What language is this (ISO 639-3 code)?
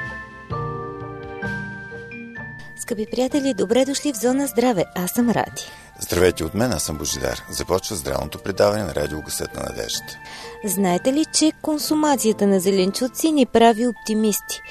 bul